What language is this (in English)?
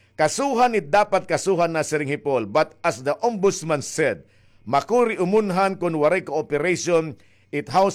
Waray